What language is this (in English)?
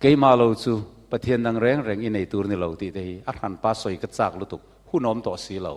Mizo